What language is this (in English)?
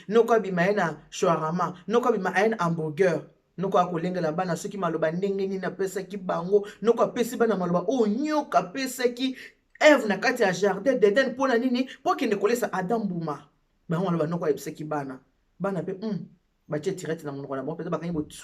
Lingala